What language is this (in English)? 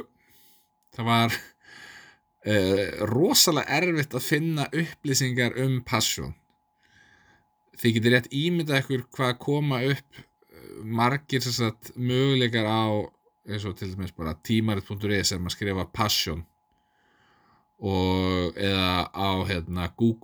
Icelandic